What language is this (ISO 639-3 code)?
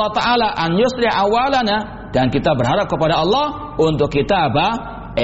ind